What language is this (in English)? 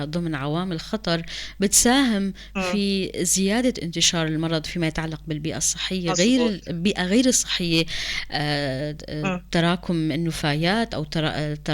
North Levantine Arabic